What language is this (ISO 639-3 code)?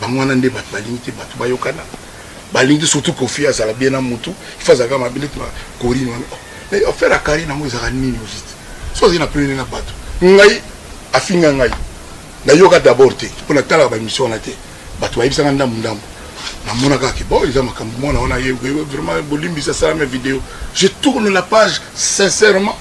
lin